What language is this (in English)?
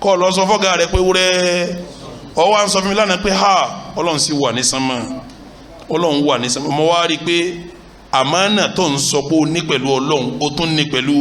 Yoruba